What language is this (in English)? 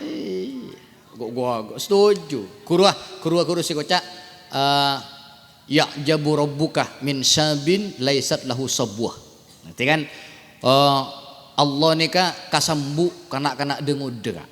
Madurese